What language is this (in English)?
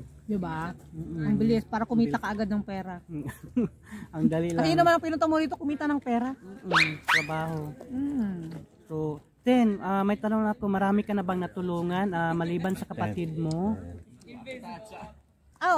Filipino